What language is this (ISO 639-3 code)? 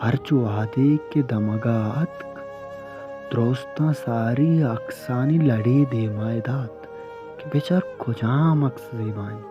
bal